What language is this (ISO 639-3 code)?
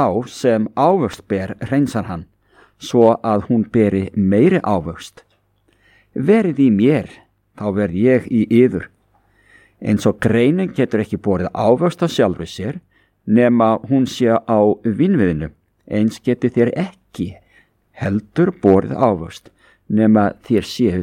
isl